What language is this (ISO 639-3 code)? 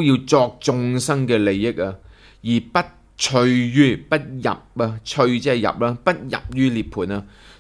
yue